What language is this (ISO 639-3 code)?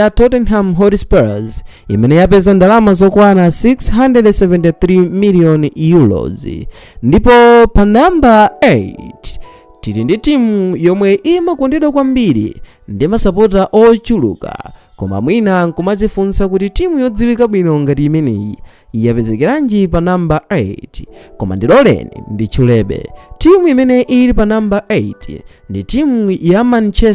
nya